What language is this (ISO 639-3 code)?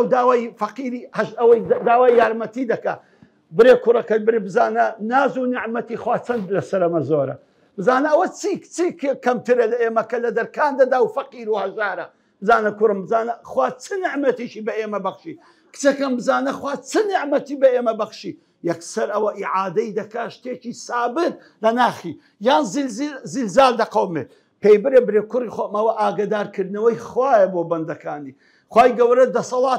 ckb